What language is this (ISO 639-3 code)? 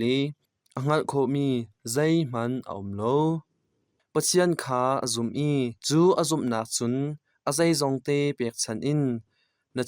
cnh